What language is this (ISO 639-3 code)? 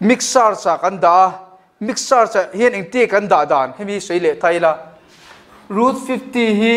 lus